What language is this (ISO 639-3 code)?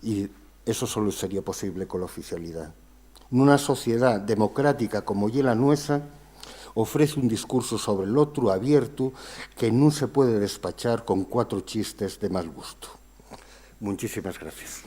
ast